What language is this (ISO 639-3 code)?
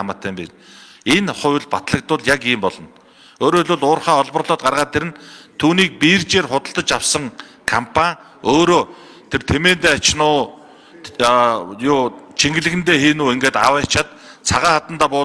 mon